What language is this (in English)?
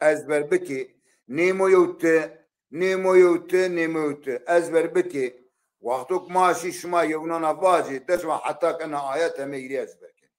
Zaza